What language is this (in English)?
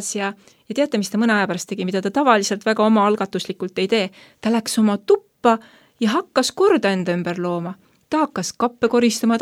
Estonian